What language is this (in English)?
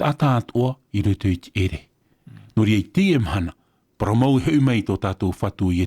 Tahitian